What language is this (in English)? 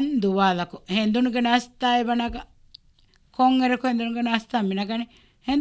Divehi